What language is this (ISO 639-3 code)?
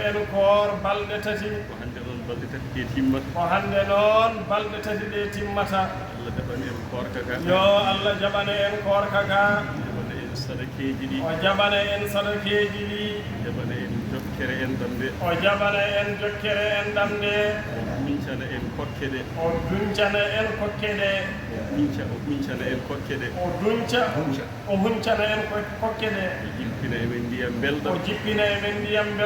ful